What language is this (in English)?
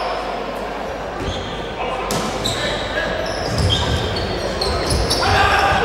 Greek